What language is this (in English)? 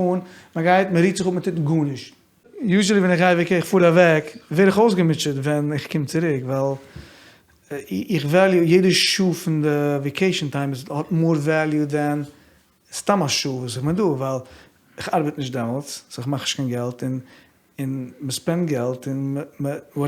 Yiddish